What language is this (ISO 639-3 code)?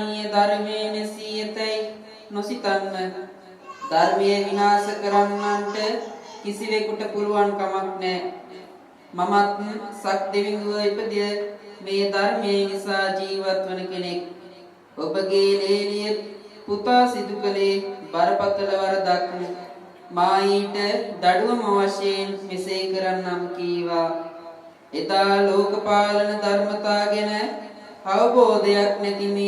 sin